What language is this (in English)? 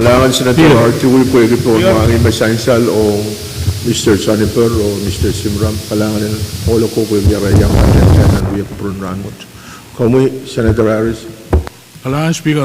Pohnpeian